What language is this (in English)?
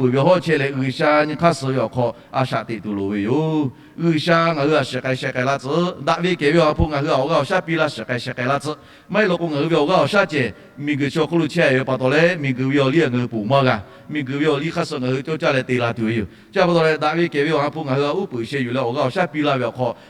Lahu